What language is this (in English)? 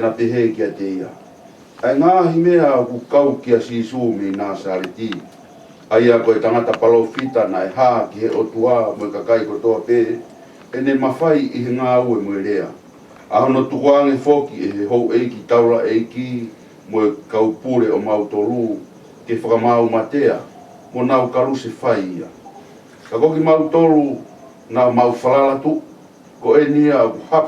Tongan